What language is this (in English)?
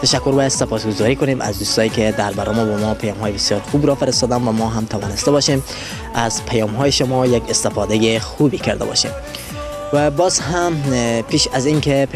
Persian